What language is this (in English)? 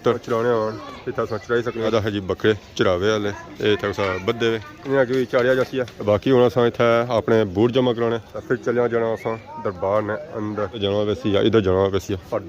Pahari-Potwari